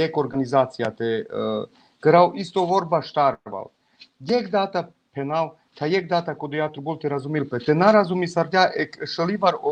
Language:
Balkan Romani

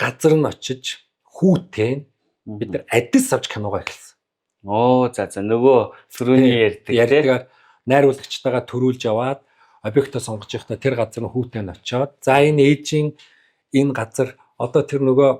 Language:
Mongolian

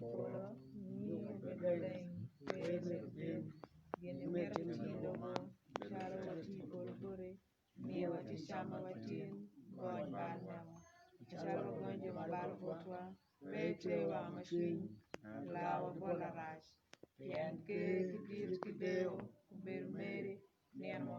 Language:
Acoli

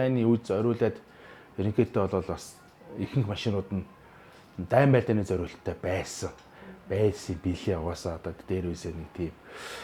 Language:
Mongolian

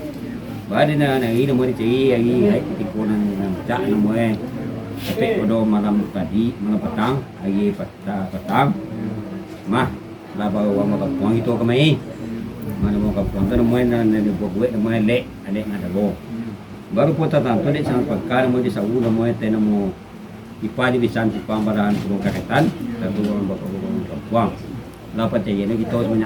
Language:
Minangkabau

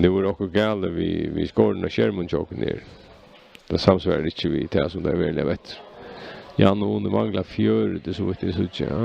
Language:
Faroese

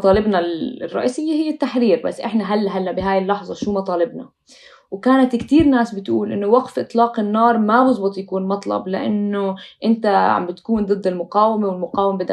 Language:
North Levantine Arabic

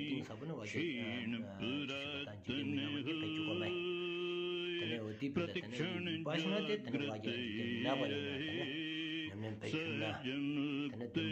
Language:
Stod Bhoti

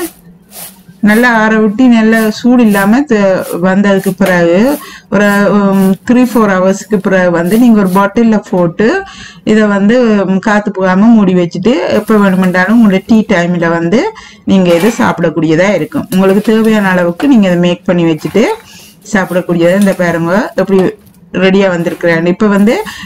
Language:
Tamil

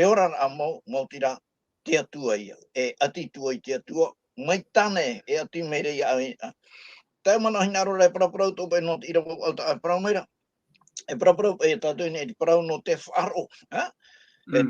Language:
Tahitian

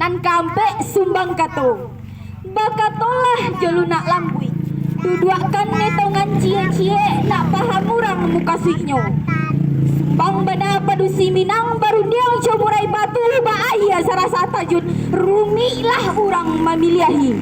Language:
Minangkabau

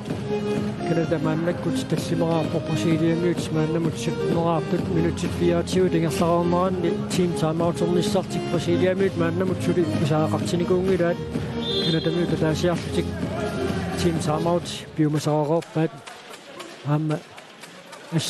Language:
Kalaallisut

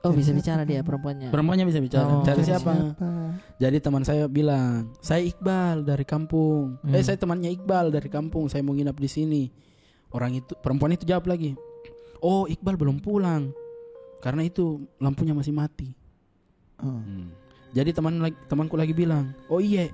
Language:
Makassar Malay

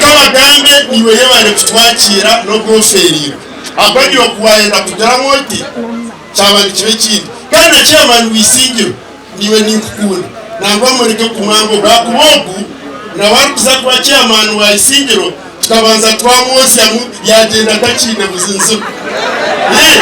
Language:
Nyankole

